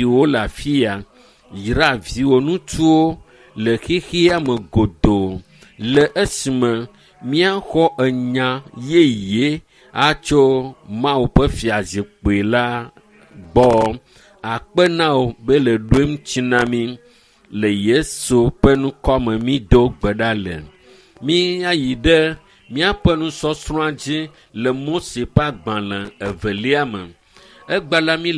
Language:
Ewe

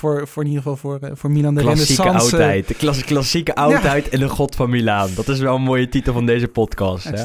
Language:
Dutch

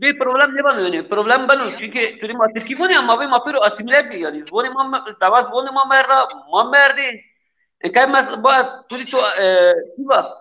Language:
Zaza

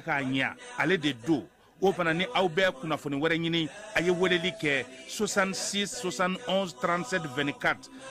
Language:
Bambara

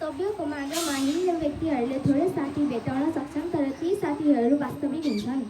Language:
Nepali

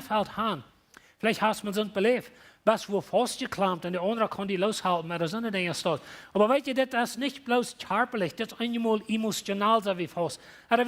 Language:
Plautdietsch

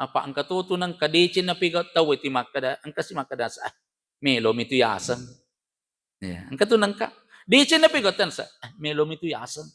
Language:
Buginese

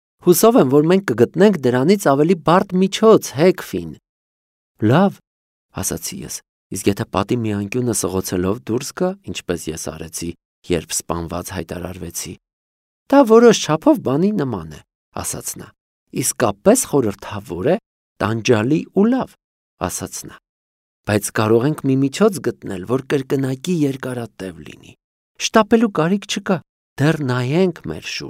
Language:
Armenian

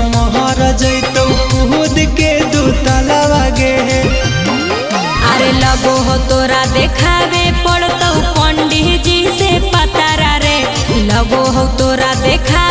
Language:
Magahi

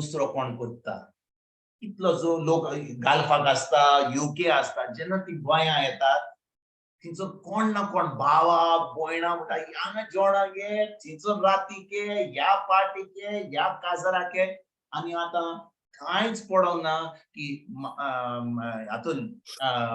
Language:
Konkani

